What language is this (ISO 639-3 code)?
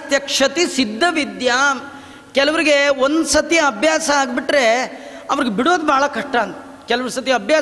kan